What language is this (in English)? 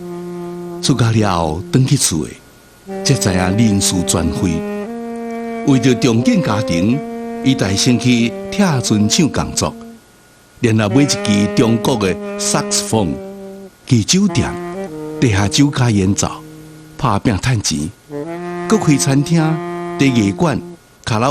Min Nan Chinese